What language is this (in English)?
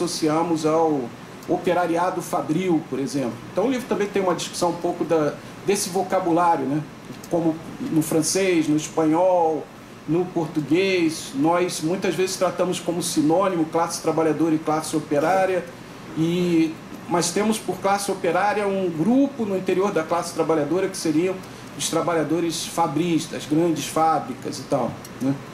Portuguese